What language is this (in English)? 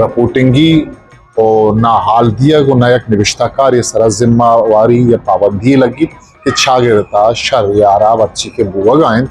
Eastern Balochi